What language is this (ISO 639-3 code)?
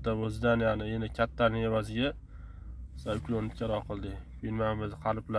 uzb